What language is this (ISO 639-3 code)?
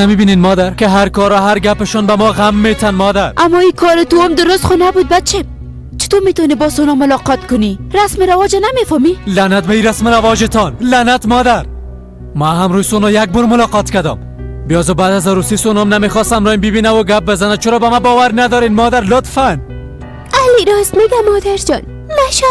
fas